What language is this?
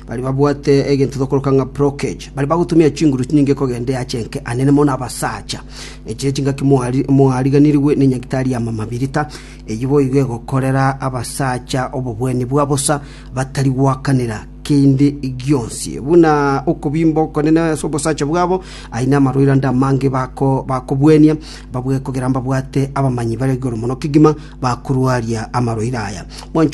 Gusii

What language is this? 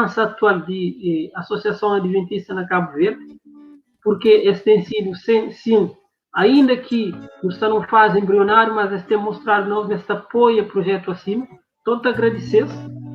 Kabuverdianu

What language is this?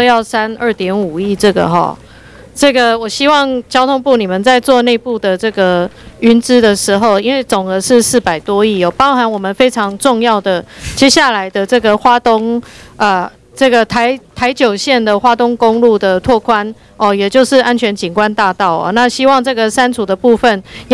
Chinese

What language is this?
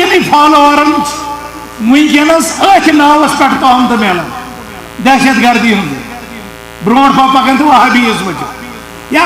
Kashmiri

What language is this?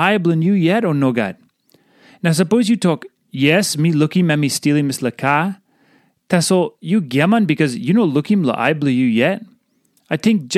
Tok Pisin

